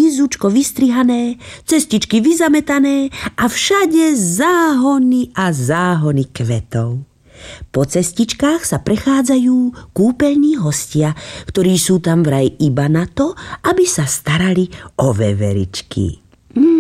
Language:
Slovak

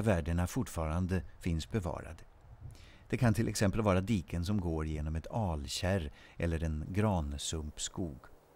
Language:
Swedish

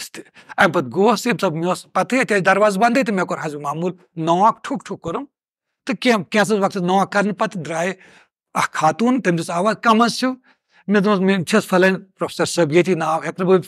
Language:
Kashmiri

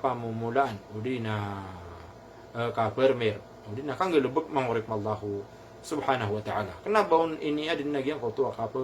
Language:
Maranao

